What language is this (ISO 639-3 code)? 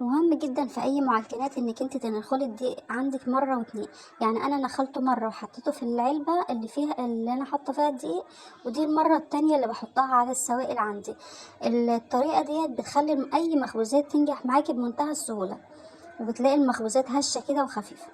arz